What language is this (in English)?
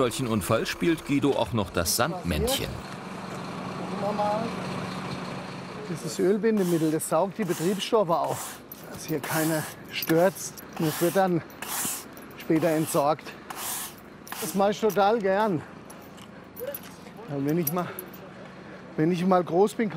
German